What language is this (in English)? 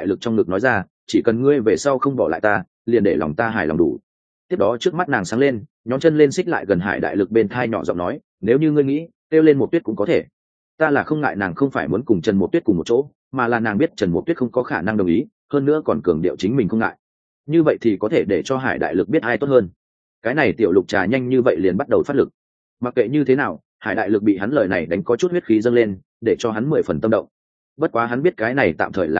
Vietnamese